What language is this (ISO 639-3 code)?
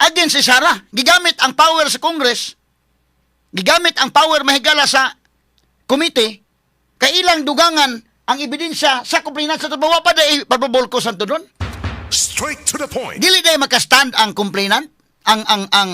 ceb